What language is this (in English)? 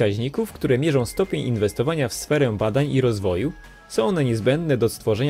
Polish